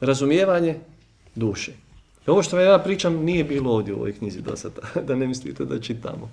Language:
Bosnian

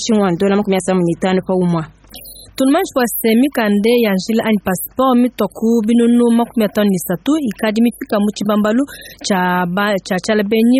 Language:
Luba-Lulua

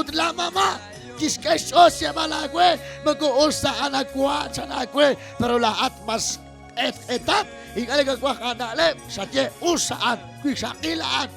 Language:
Kekchí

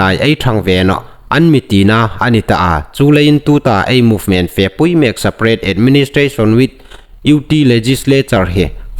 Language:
Hmar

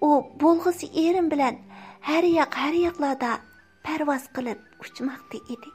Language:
Uyghur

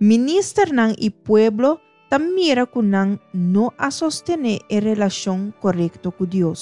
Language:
Papiamento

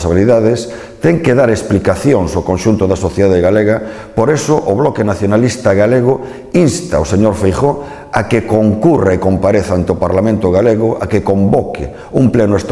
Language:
Galician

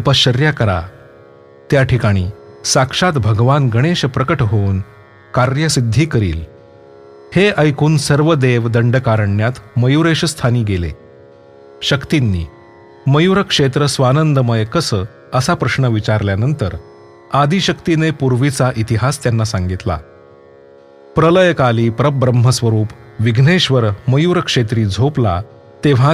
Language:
Marathi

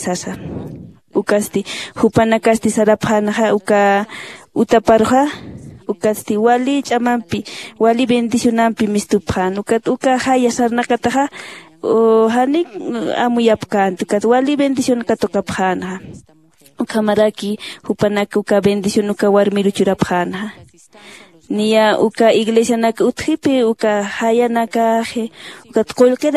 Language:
Aymara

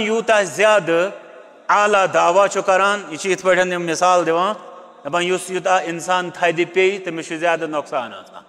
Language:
Kashmiri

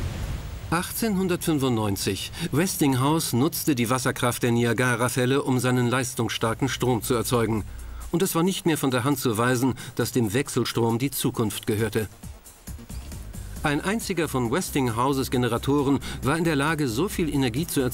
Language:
German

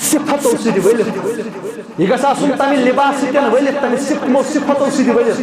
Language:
Kashmiri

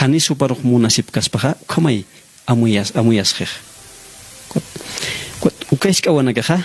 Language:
Aymara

